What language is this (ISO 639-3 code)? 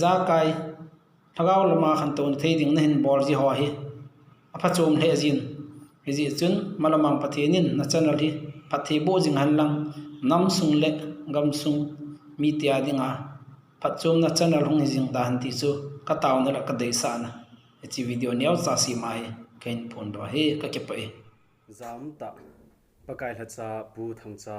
tcz